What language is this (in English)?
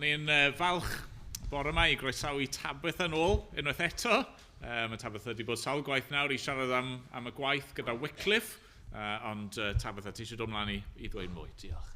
Welsh